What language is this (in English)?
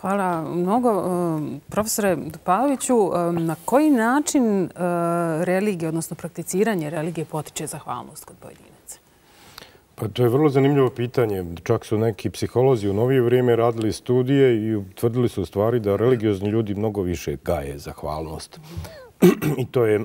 Bosnian